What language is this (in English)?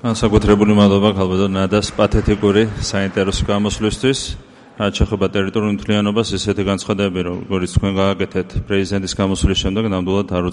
Georgian